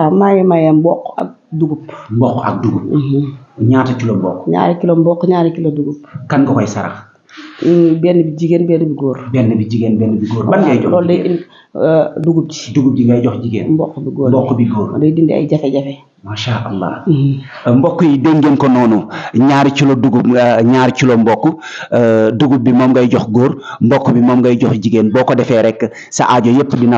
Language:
Wolof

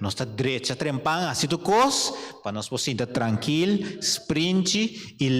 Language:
Papiamento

